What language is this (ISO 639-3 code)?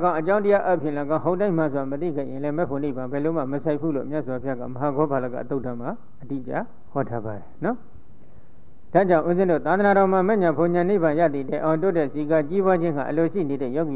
mya